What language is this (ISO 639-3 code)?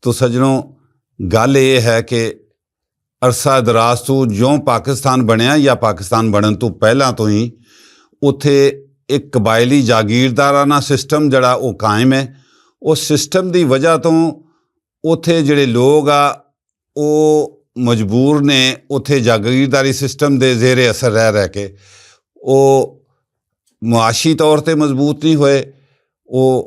lah